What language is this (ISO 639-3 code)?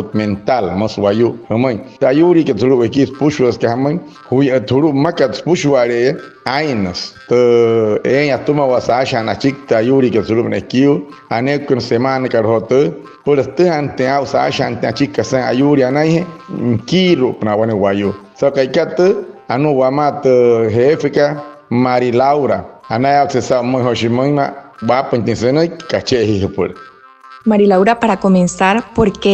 guc